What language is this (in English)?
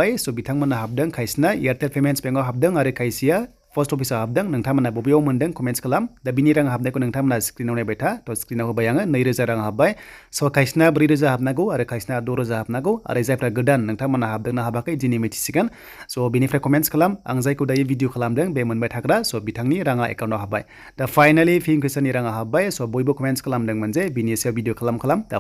Bodo